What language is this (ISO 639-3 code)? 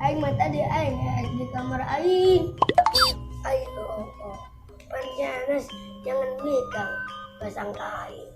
sun